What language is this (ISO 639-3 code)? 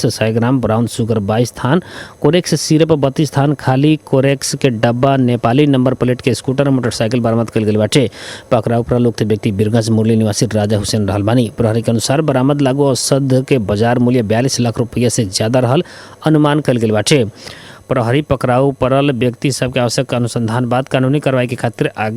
bho